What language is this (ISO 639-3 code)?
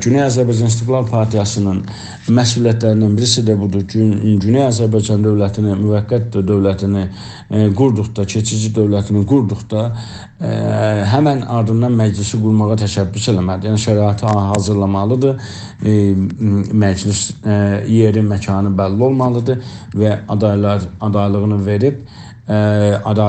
azb